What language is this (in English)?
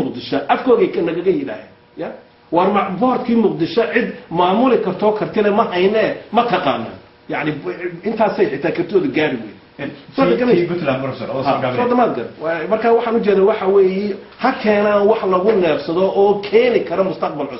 Somali